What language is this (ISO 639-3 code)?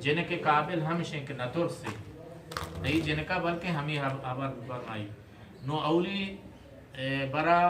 bgp